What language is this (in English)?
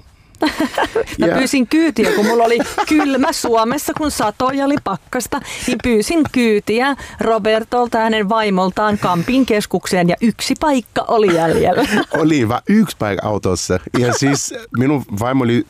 Finnish